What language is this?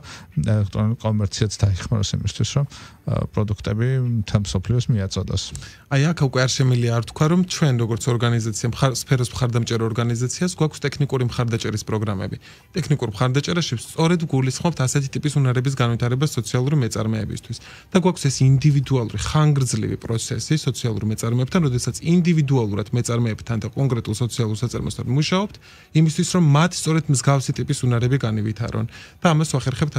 Georgian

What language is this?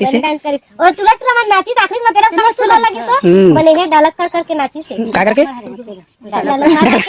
Chhattisgarhi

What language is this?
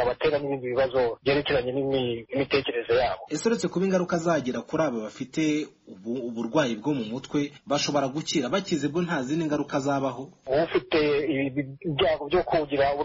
Kinyarwanda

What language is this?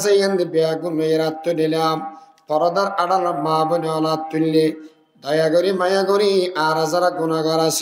Rohingya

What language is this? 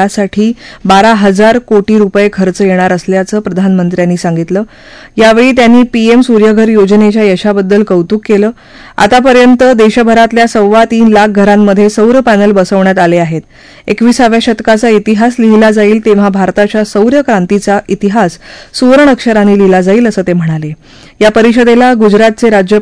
Marathi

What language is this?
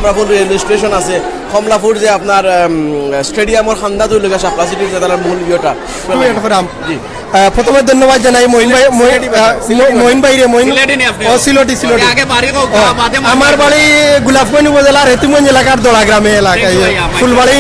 Sylheti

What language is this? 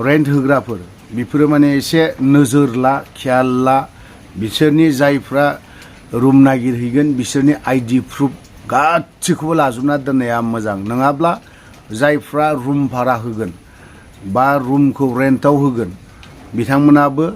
Bodo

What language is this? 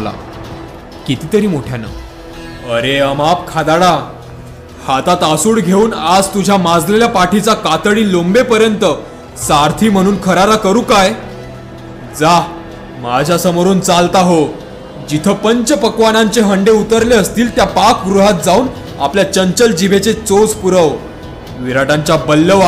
Marathi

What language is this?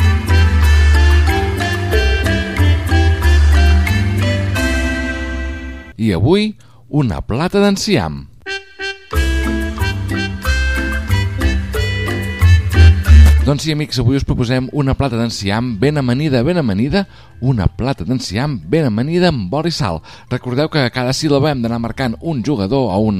Catalan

